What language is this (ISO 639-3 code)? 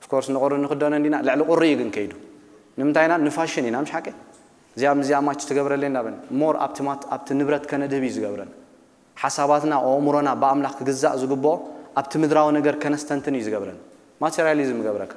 tir